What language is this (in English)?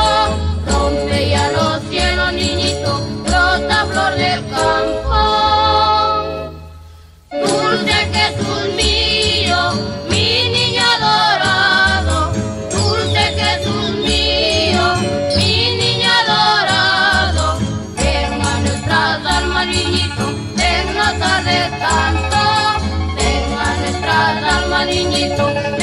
Spanish